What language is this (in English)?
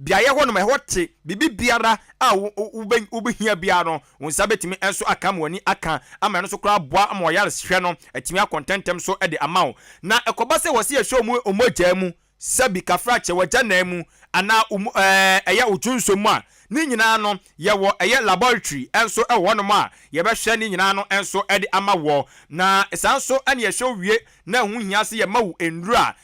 Akan